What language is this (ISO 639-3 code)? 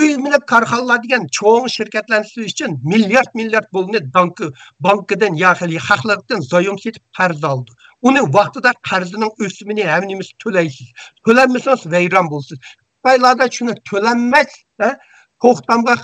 uig